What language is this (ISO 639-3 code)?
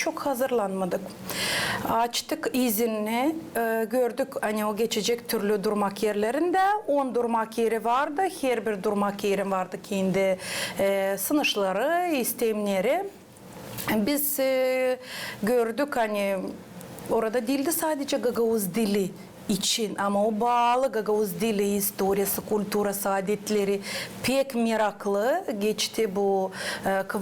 gag